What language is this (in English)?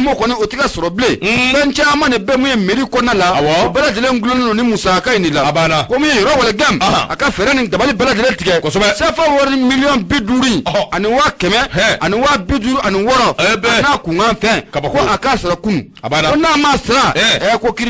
Bambara